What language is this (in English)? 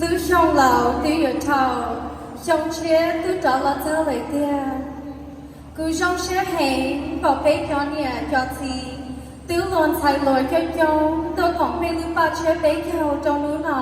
Hmong